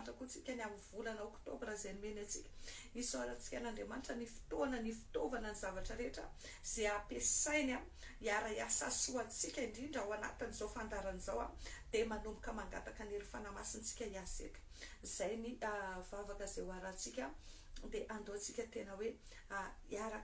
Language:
Malagasy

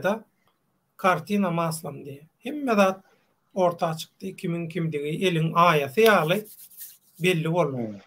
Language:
Turkmen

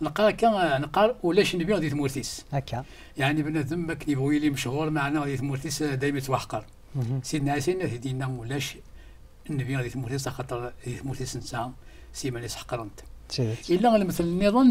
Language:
Kabyle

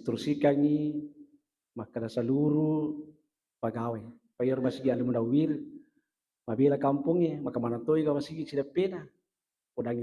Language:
Buginese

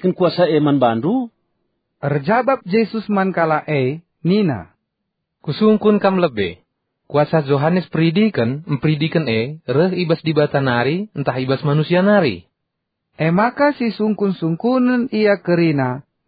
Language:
Batak Karo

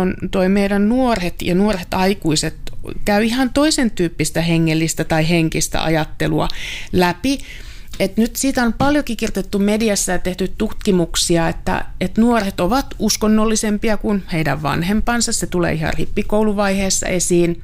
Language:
Finnish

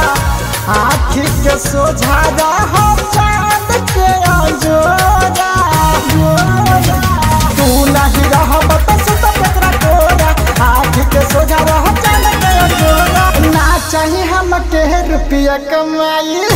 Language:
Bhojpuri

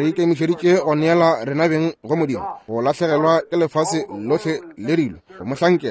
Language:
Northern Sotho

